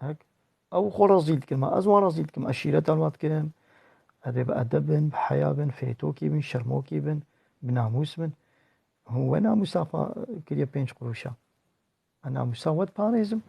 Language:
Kurdish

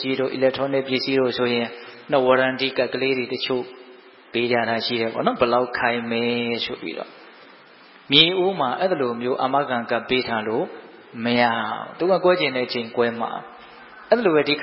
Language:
Burmese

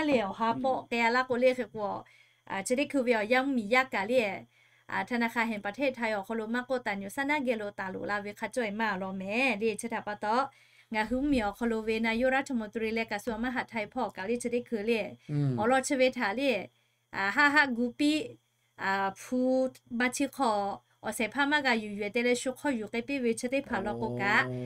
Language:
Lahu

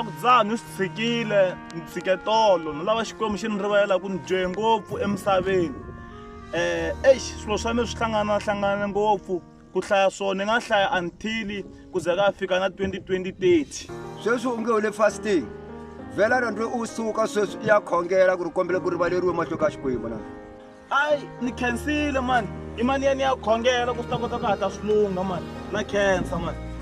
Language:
Tsonga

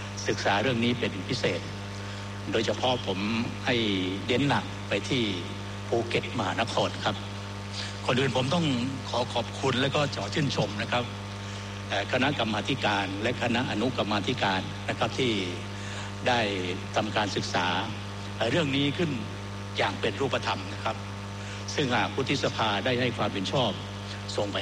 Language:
Thai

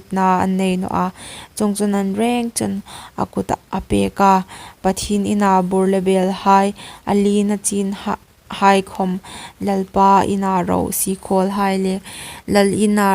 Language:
Hmar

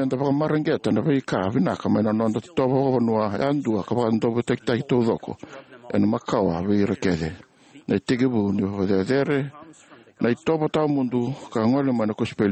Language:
Fijian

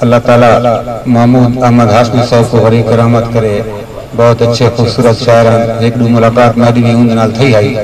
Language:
Saraiki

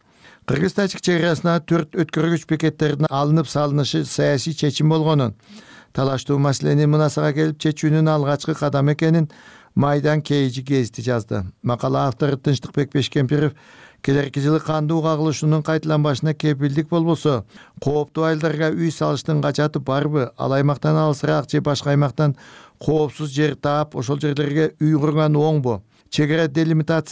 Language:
Kyrgyz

